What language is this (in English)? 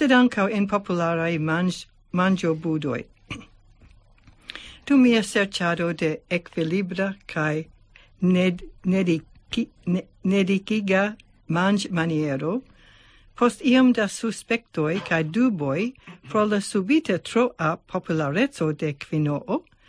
Esperanto